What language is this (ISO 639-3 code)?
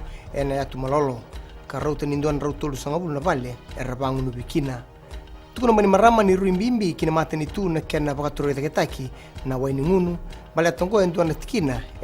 fij